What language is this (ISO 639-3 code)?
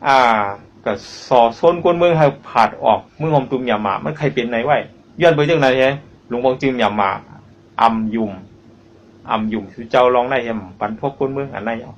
shn